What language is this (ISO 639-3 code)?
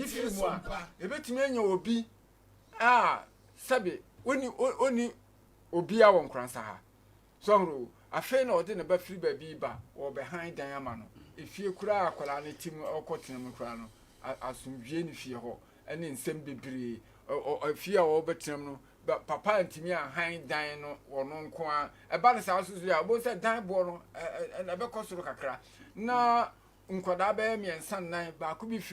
aka